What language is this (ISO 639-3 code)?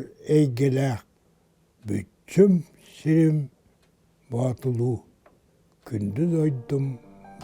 sah